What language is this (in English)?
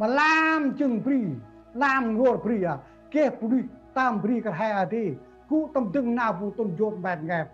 Central Mnong